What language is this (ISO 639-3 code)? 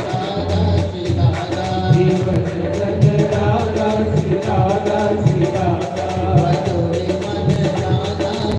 doi